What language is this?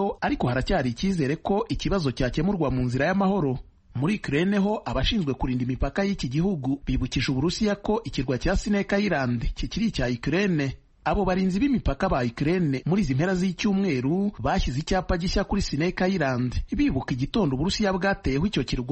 Kinyarwanda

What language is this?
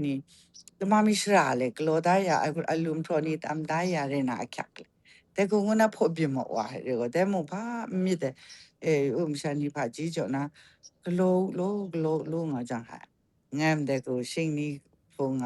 Kachin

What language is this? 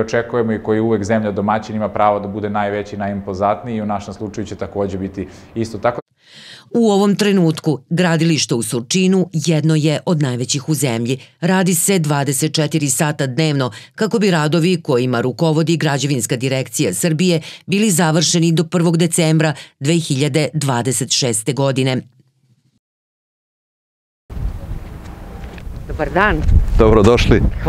Serbian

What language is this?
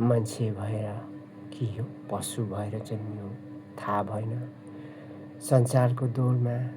Nepali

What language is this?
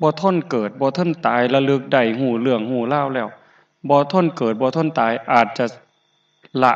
Northeastern Thai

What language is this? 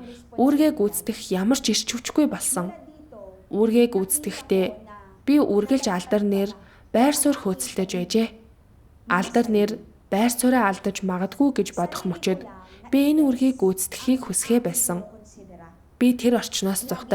Mongolian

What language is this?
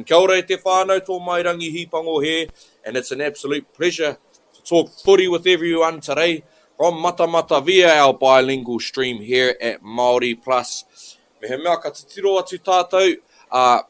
Māori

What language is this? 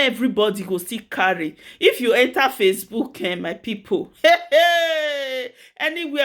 Nigerian Pidgin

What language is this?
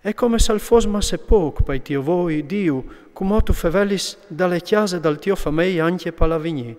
Friulian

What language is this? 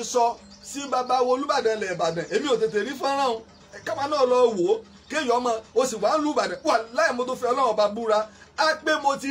Yoruba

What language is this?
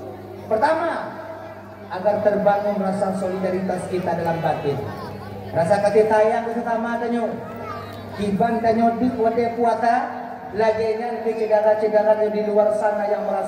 Achinese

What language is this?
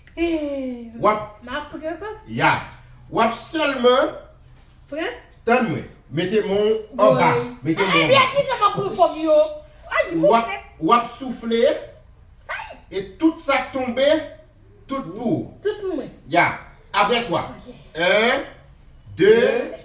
Haitian Creole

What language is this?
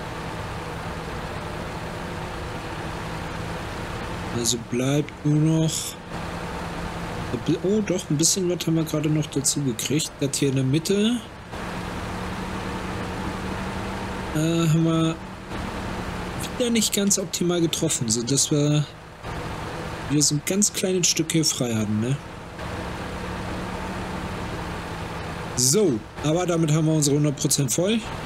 German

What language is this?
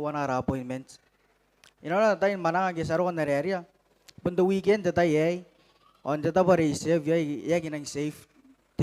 Gilbertese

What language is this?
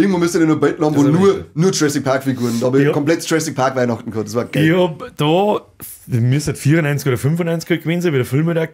Bavarian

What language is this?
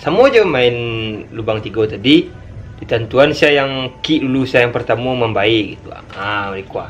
Minangkabau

